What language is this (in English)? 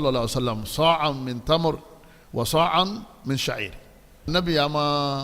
Yoruba